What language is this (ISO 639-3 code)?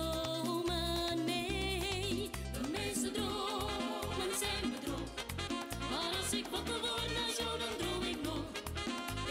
nld